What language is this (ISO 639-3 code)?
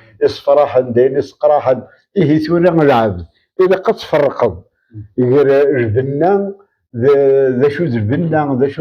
kab